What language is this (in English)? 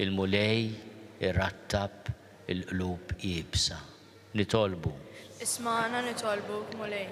Maltese